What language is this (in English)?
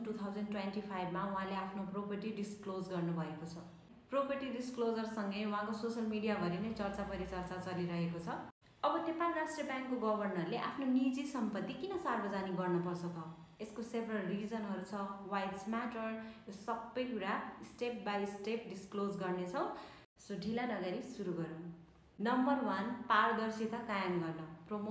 Nepali